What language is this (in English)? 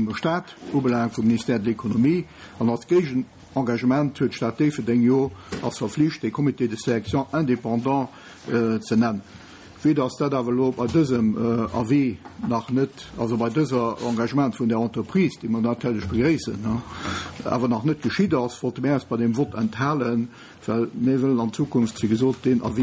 Luxembourgish